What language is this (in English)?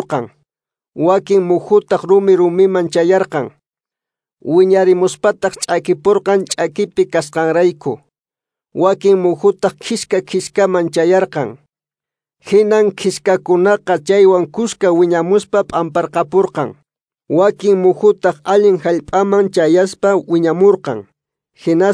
Quechua